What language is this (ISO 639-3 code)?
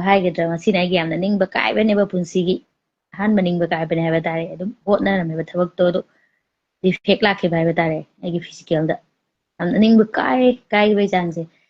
mni